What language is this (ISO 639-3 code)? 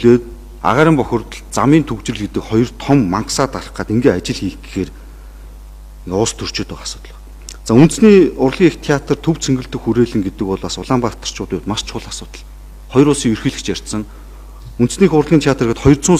mon